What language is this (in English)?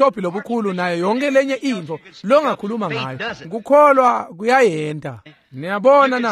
Swati